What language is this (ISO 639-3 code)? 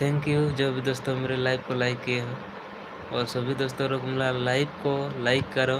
sat